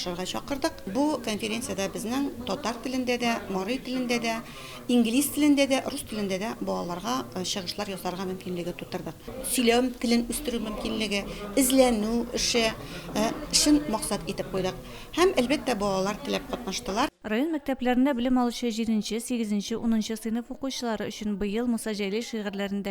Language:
Tatar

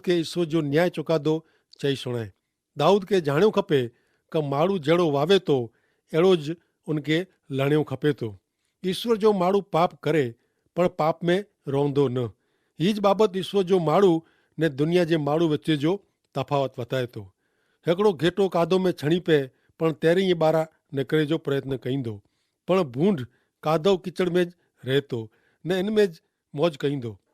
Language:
Kachhi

